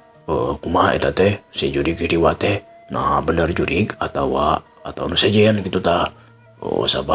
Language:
Sundanese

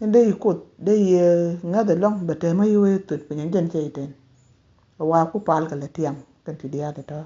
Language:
Nuer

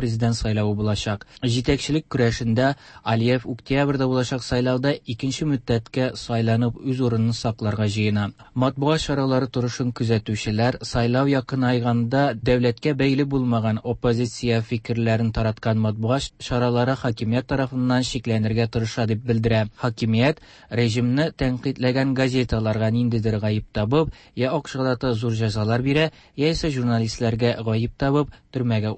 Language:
Tatar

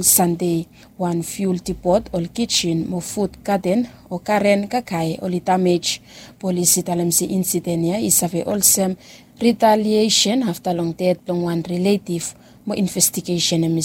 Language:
Bislama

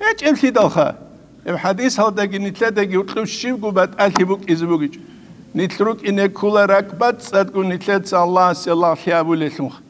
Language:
Avaric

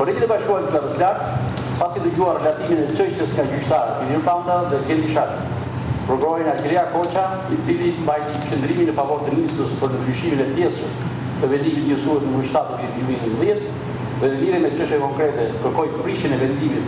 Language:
Albanian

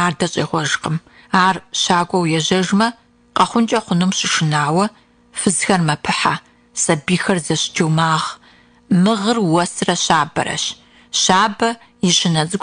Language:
Kabardian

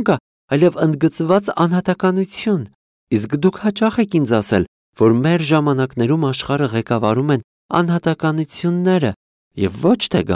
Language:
Armenian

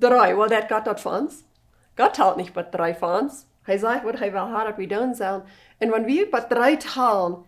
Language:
Plautdietsch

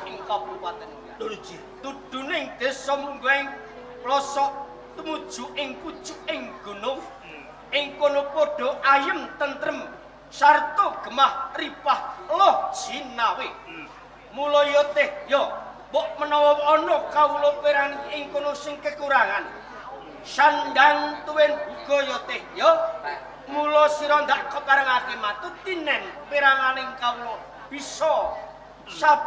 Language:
Javanese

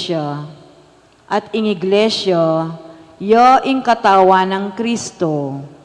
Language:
Pampanga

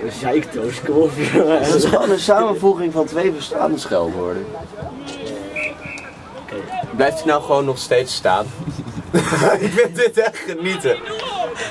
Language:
Dutch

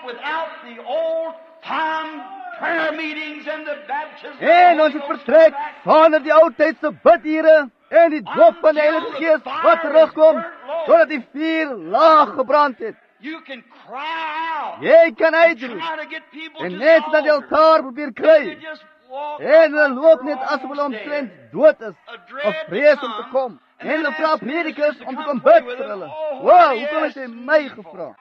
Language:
Afrikaans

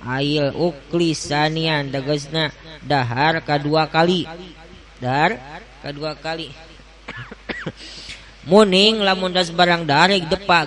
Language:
Sundanese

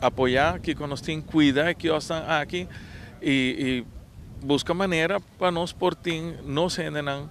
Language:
Papiamento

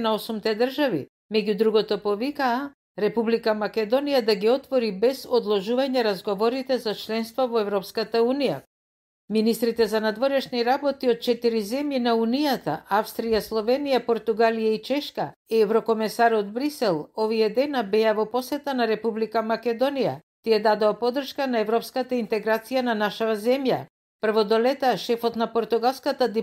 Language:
Macedonian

